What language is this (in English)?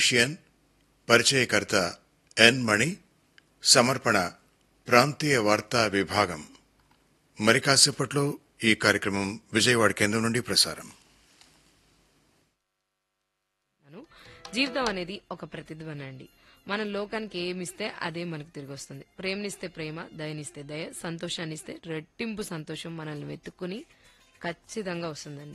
Telugu